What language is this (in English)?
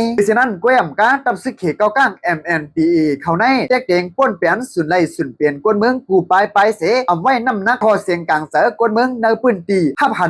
Shan